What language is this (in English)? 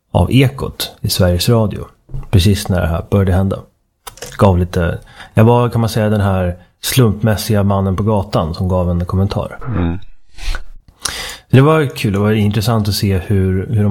Swedish